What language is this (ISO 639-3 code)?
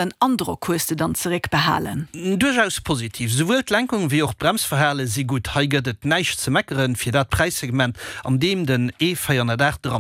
ltz